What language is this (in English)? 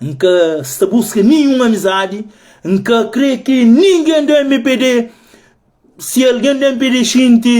Kabuverdianu